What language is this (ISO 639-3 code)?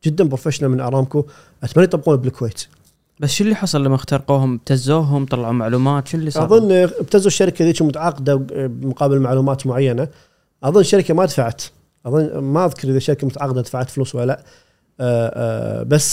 afb